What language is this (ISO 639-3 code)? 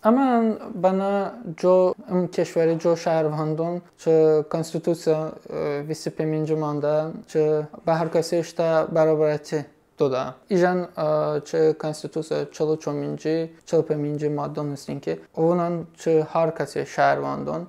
tly